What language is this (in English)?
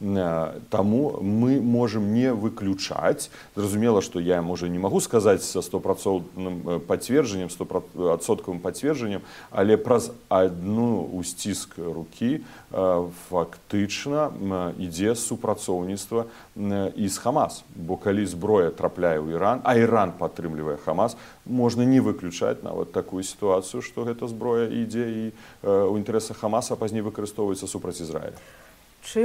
Belarusian